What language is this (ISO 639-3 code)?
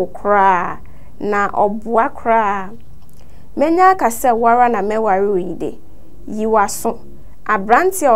aka